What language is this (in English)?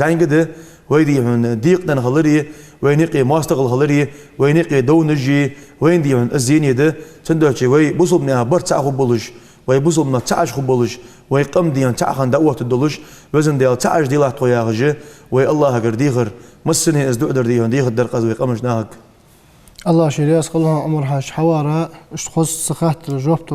Ingush